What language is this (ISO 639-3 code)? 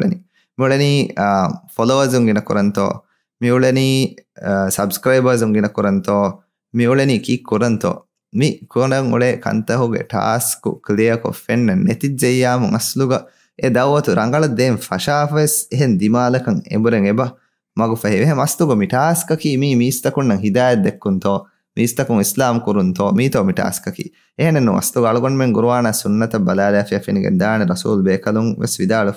div